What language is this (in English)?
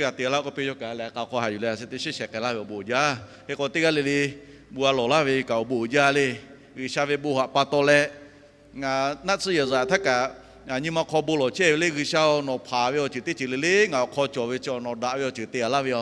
Lahu